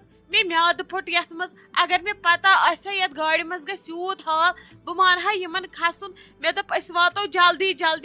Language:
Kashmiri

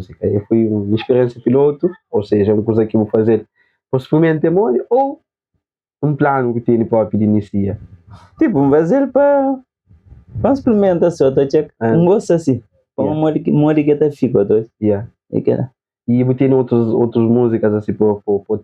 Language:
Kabuverdianu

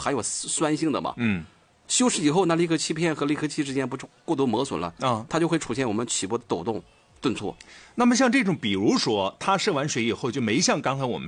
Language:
Chinese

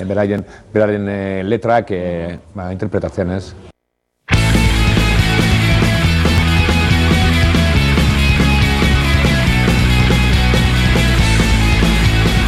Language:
Basque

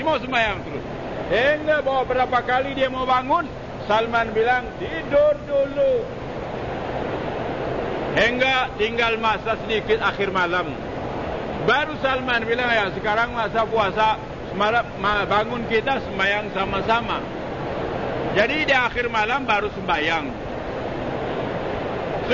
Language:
Malay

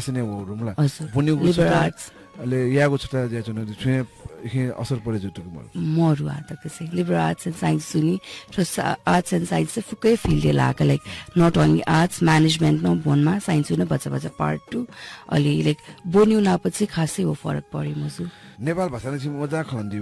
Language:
Newari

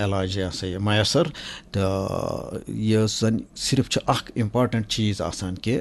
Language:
Kashmiri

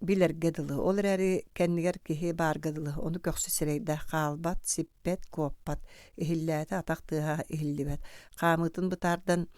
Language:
Yakut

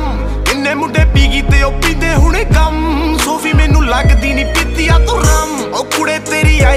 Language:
Punjabi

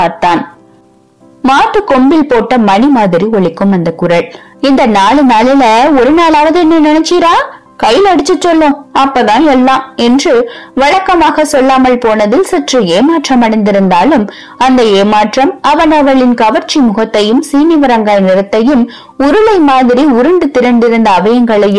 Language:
Tamil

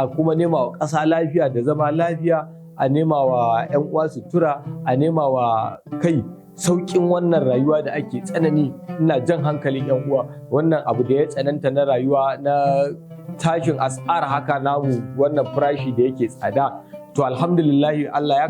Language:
Hausa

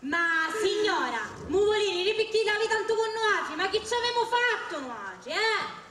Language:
Sicilian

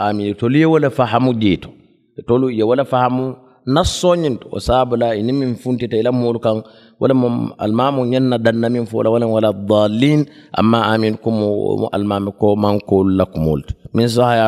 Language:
Mandingo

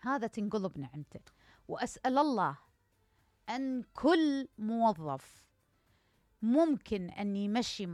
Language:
Mesopotamian Arabic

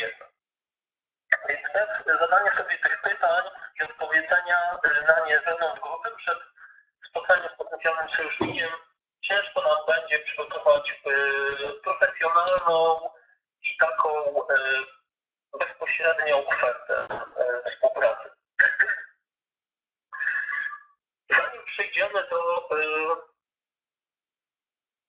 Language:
Polish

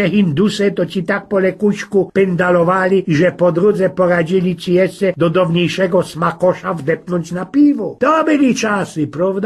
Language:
Silesian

